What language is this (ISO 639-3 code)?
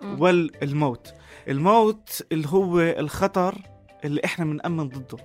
apc